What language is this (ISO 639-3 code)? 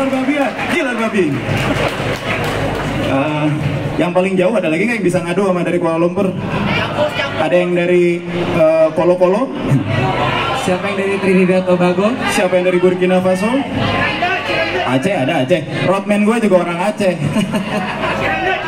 ind